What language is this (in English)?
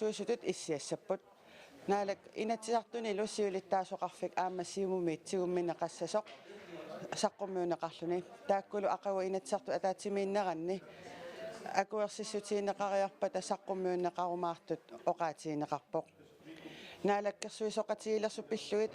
Kalaallisut